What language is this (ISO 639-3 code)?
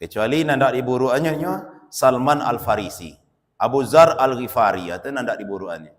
min